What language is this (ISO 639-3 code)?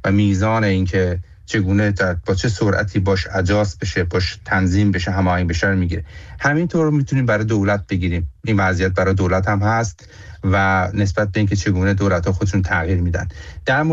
fas